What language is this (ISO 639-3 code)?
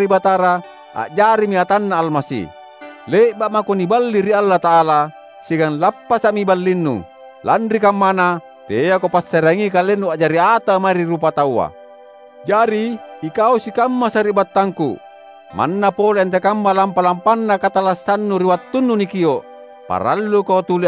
mak